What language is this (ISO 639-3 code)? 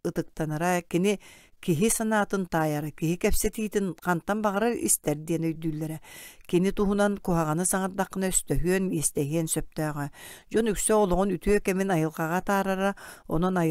sah